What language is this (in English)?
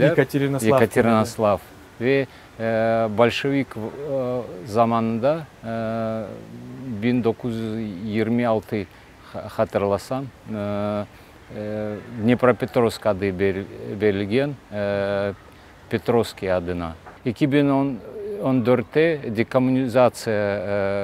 Crimean Tatar